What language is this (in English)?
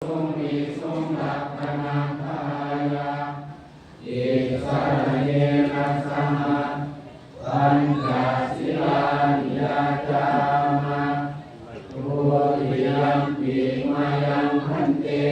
Pali